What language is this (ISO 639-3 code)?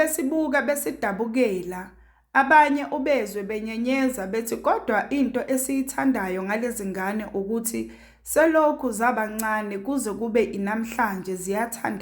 zul